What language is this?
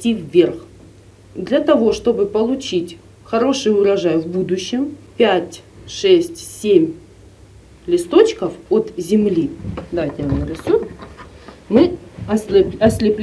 Russian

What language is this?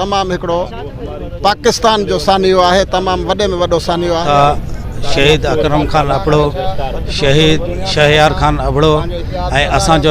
Sindhi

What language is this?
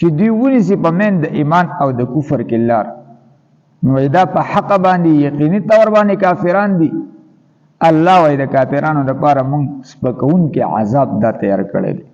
Pashto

